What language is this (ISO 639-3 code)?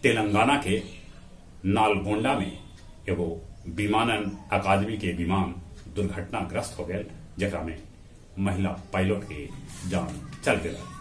mag